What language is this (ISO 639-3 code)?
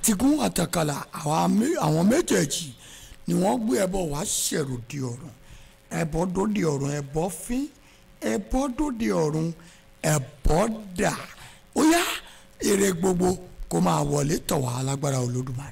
yor